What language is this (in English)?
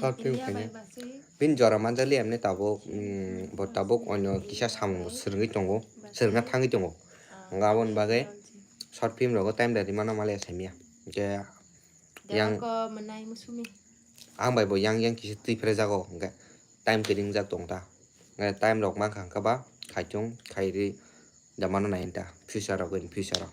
Kok Borok